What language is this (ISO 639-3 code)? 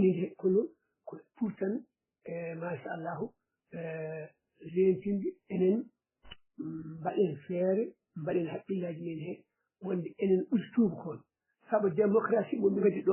ful